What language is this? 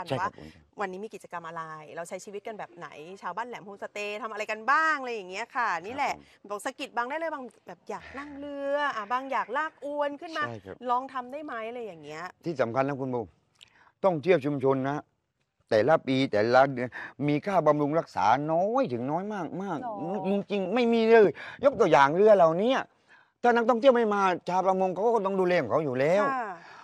Thai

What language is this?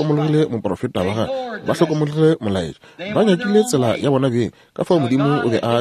Northern Sotho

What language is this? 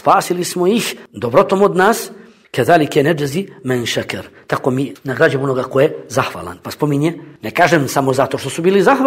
Bosnian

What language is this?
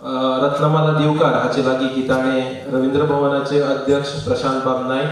Konkani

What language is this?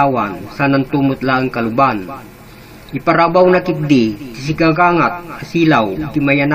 Iloko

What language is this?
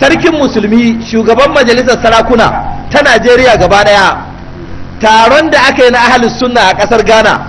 Hausa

